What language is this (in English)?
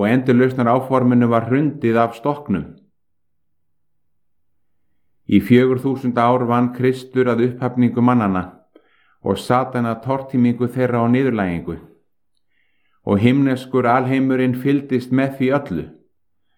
Icelandic